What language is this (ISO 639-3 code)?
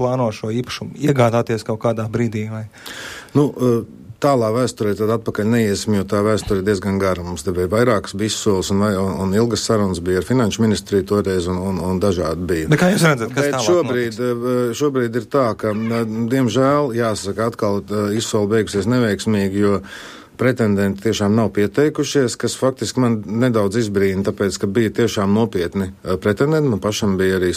lav